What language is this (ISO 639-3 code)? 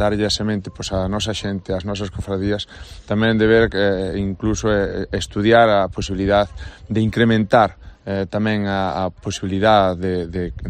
glg